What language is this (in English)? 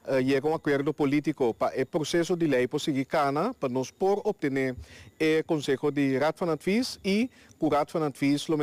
Papiamento